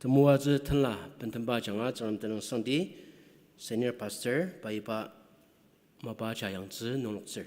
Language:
Ao Naga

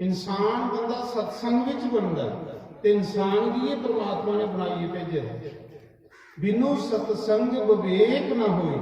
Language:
Dogri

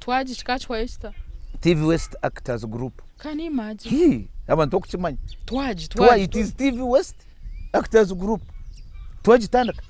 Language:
Nyankole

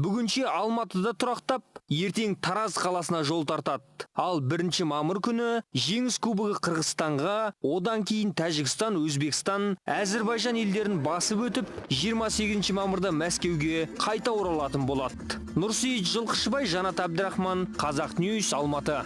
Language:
Kazakh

